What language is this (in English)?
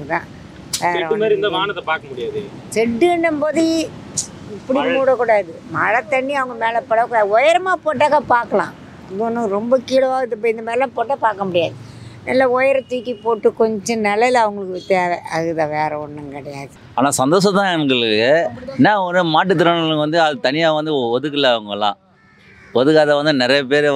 Tamil